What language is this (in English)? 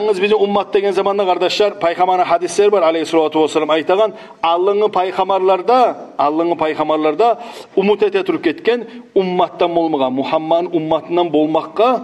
Kumyk